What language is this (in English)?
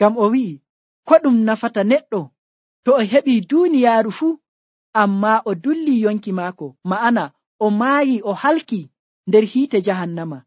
Nigerian Fulfulde